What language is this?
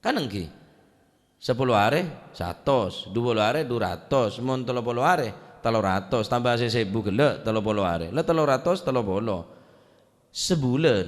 Madurese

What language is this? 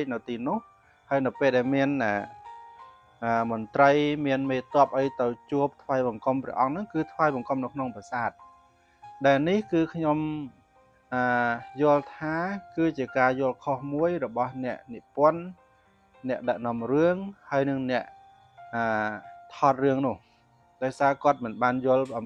Khmer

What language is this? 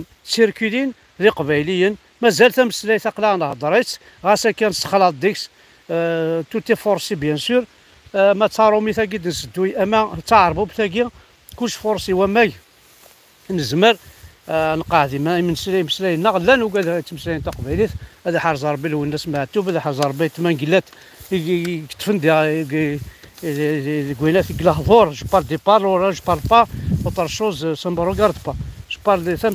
Kabyle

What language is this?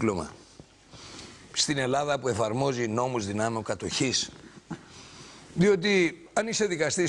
Greek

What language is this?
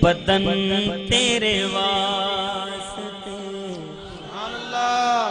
Saraiki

